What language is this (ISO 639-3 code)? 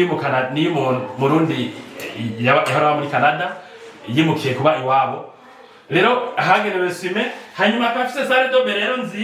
run